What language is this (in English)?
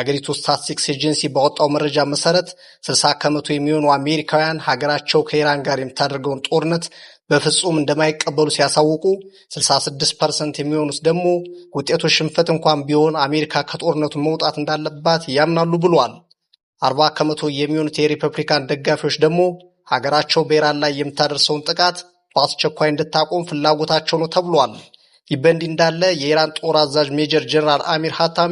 Amharic